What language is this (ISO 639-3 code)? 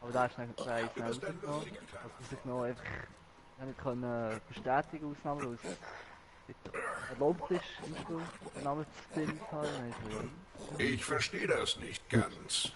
gsw